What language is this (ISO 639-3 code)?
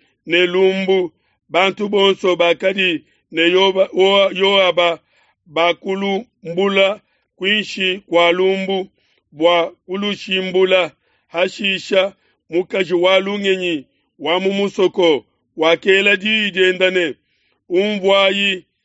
lua